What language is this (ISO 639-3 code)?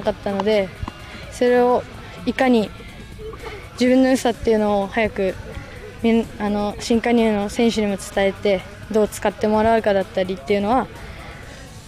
jpn